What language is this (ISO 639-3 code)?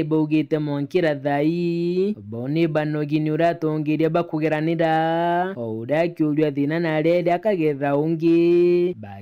mer